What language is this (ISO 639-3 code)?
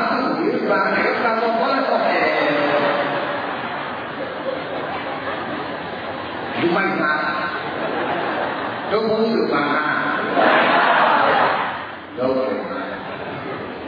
mya